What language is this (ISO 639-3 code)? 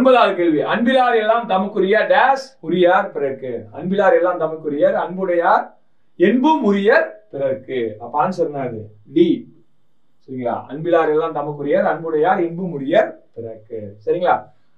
tam